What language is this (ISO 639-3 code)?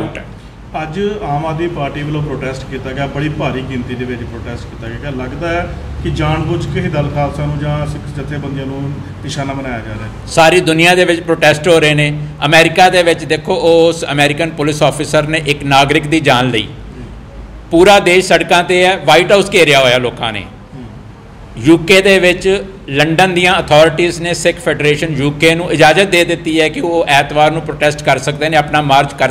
pan